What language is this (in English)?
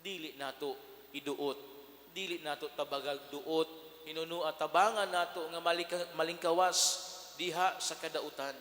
Cebuano